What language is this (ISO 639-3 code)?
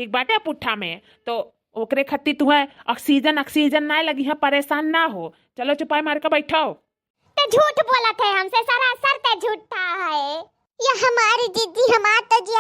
awa